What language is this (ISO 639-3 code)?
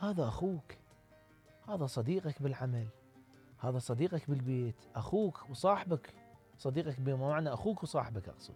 acm